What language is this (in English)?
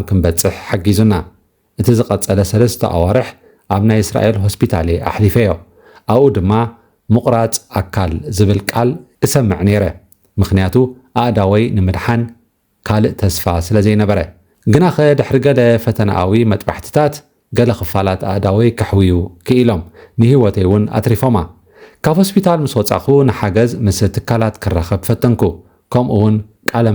Tigrinya